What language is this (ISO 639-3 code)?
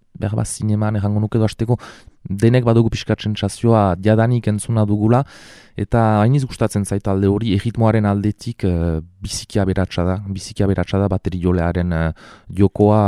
eus